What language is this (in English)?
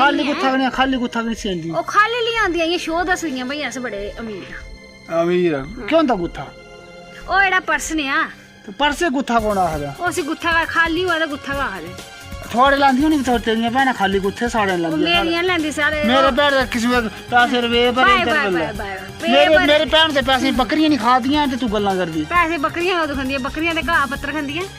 Dogri